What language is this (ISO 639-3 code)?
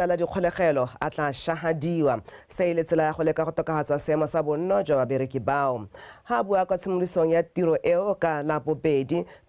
tsn